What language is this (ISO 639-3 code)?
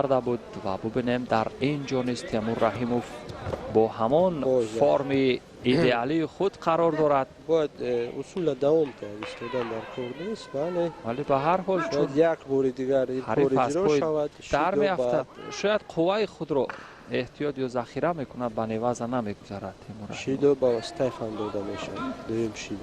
tgk